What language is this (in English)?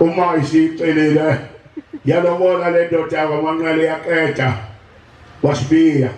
Zulu